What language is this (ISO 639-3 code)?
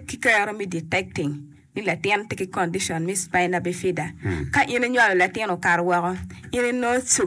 ach